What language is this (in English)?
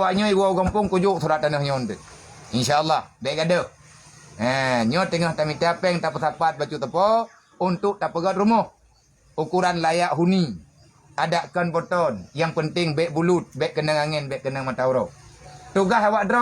Achinese